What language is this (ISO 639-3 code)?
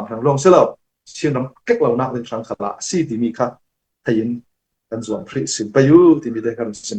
cfm